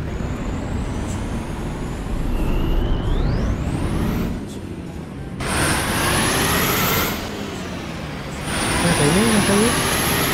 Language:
Indonesian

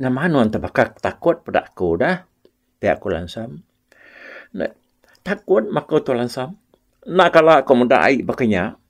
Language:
Iban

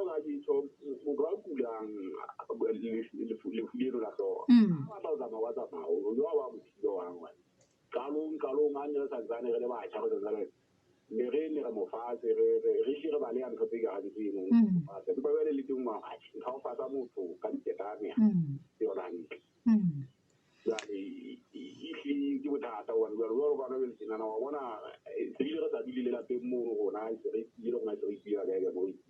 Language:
Southern Sotho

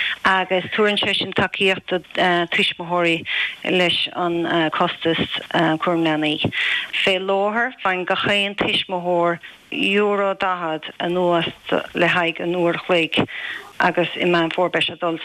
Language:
Irish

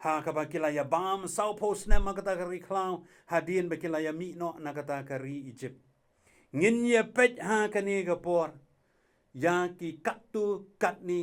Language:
Khasi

